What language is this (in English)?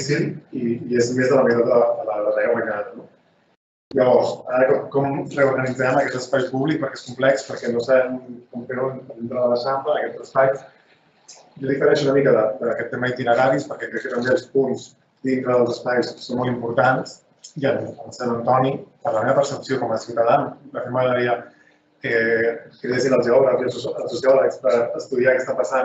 Catalan